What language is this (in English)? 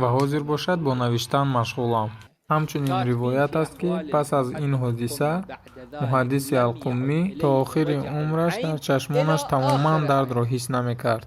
Tajik